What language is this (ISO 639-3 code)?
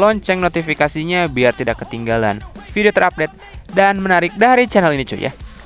ind